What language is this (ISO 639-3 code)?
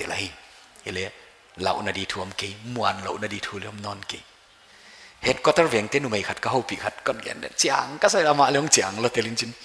pck